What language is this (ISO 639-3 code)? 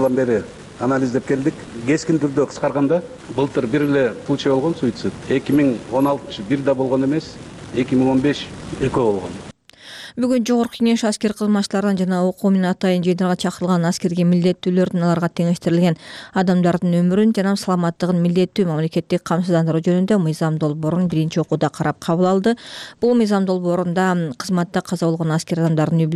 kir